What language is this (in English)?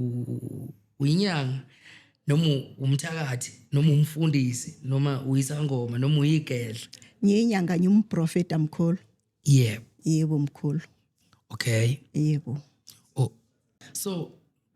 Zulu